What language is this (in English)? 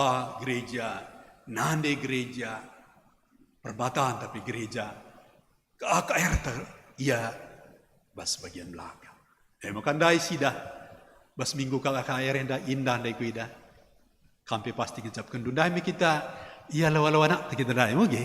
Batak Karo